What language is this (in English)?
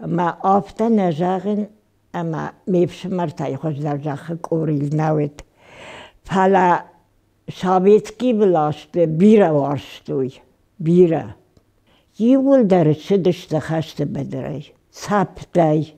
Ossetic